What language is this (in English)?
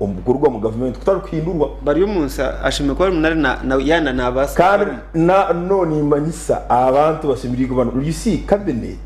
Nyankole